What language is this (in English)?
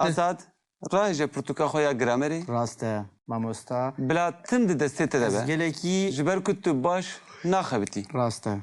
Kurdish